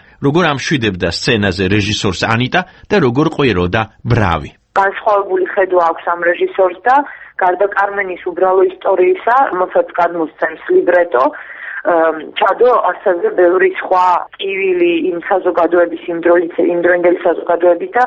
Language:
Georgian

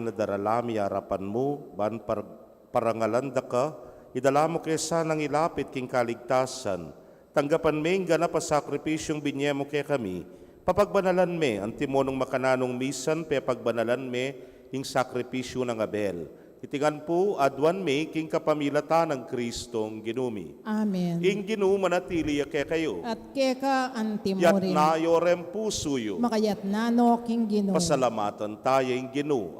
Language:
Pampanga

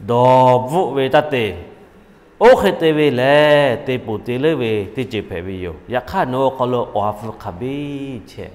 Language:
Lahu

